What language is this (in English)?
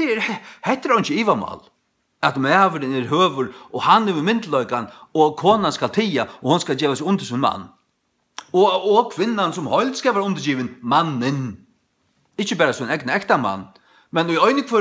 Faroese